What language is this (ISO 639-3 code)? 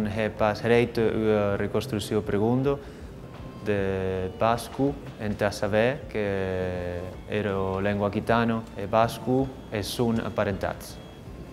oci